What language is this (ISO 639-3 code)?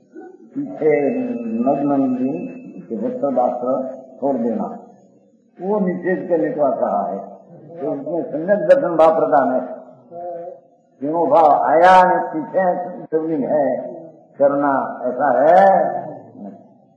hin